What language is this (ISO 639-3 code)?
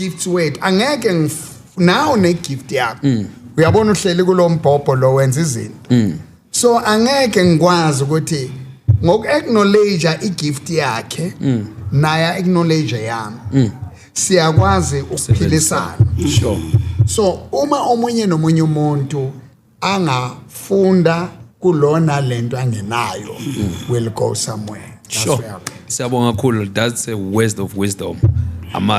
zul